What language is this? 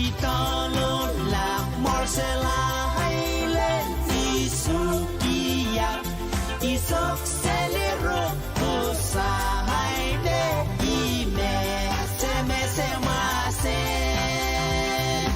Pohnpeian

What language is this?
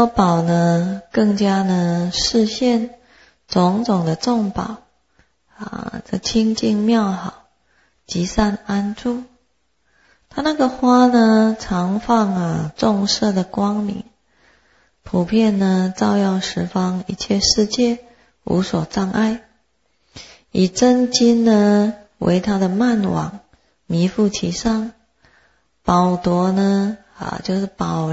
Chinese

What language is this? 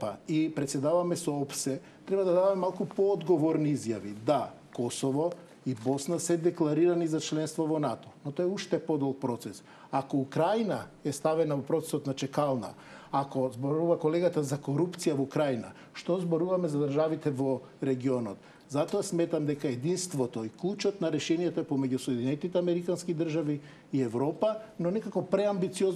Macedonian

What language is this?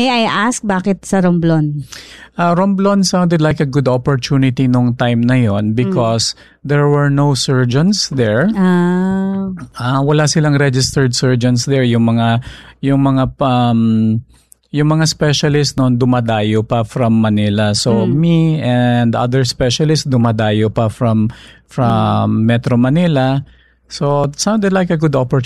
Filipino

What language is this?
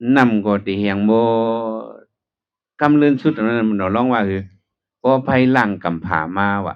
Shan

